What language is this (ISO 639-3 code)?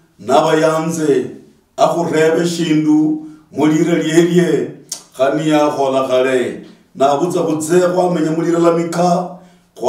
luy